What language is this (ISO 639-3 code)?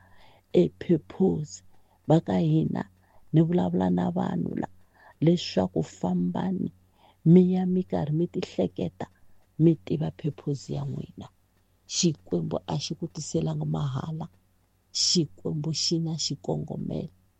tso